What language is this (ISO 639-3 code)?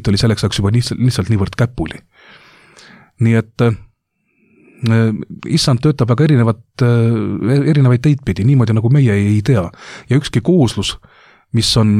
est